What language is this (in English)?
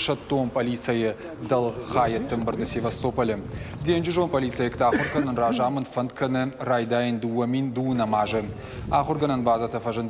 Ossetic